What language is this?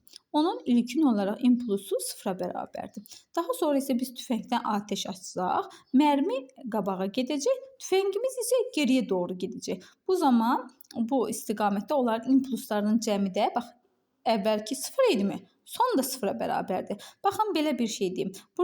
Azerbaijani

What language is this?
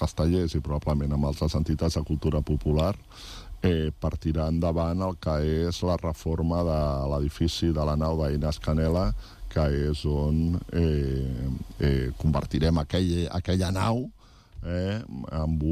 Catalan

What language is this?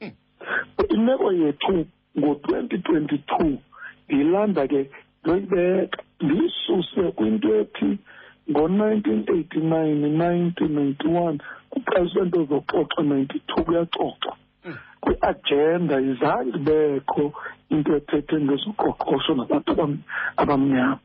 Xhosa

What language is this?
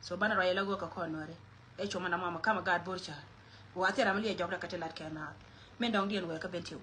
Nuer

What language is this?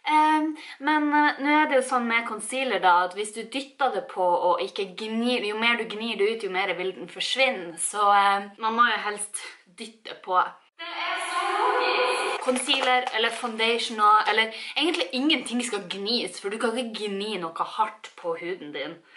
Norwegian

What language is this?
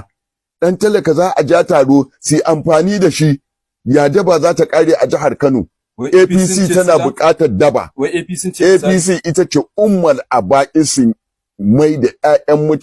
Hausa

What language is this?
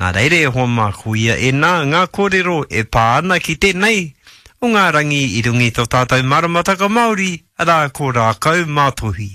Māori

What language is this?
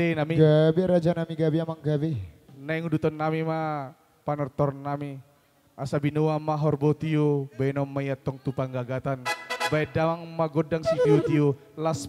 Batak Toba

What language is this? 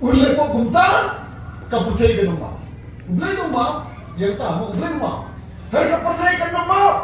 Khasi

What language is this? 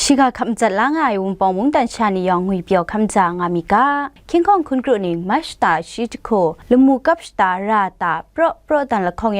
Kachin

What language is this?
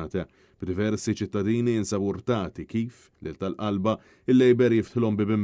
Maltese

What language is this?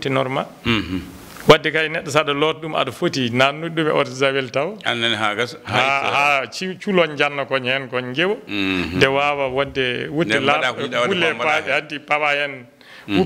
Fula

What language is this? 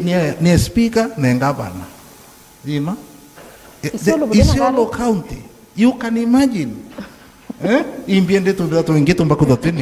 Meru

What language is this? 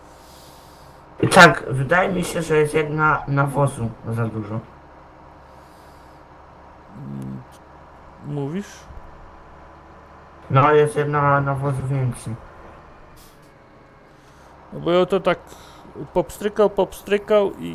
Polish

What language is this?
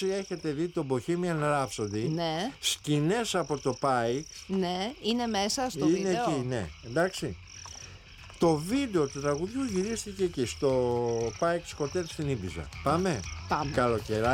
Greek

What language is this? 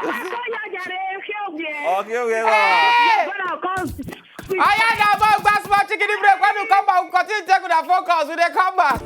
Nigerian Pidgin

